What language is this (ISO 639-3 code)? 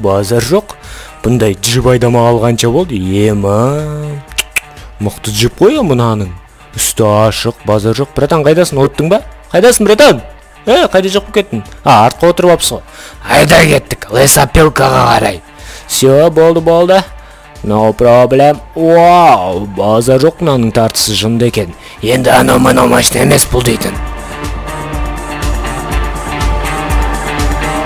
kaz